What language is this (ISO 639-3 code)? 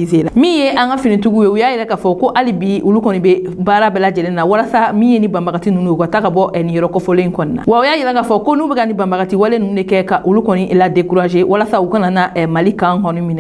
bam